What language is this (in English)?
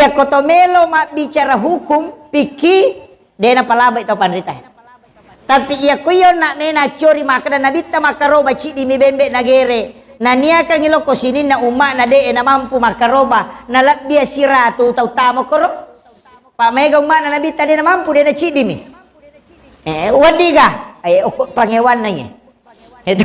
Buginese